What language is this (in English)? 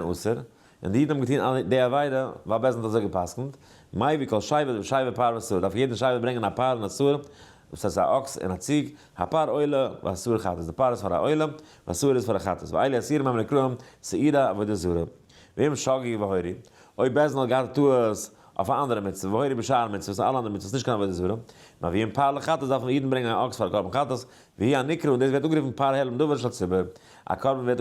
Yiddish